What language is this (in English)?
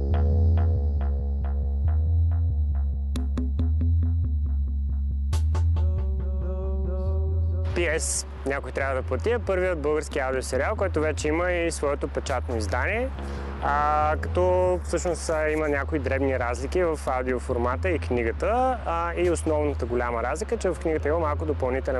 Bulgarian